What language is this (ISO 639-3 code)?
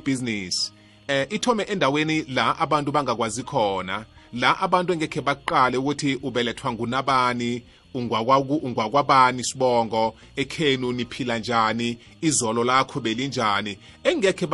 nbl